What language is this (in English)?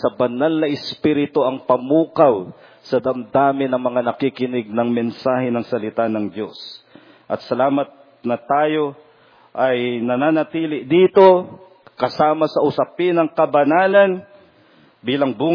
Filipino